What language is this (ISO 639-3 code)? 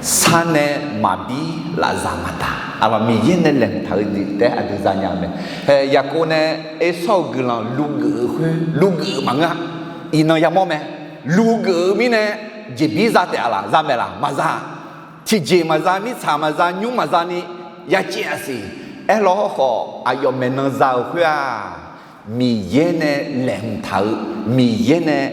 ahk